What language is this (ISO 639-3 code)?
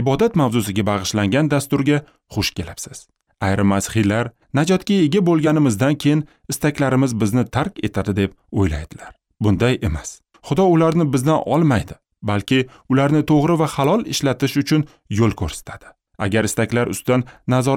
uzb